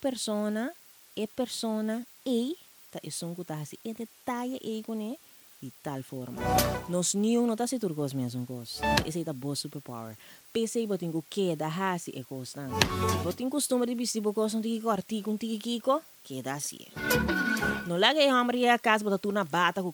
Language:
Papiamento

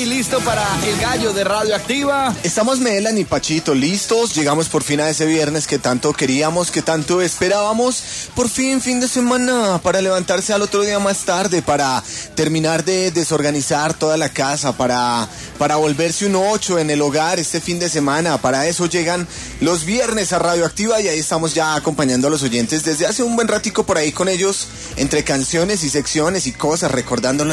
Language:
Spanish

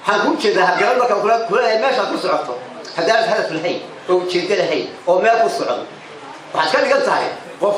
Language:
Somali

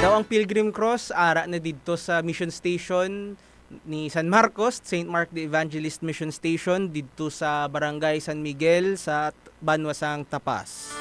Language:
Hiligaynon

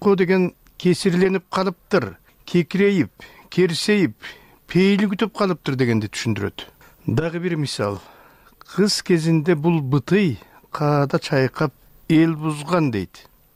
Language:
Kyrgyz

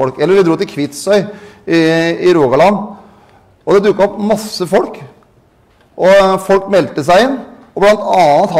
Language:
Norwegian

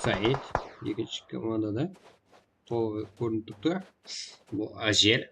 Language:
Kara-Kalpak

